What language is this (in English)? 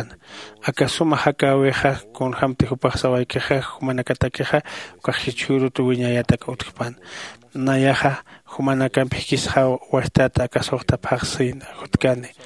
Aymara